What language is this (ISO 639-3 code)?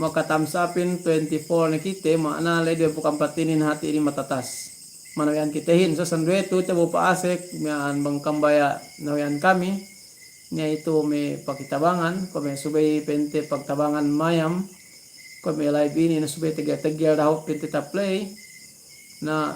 yka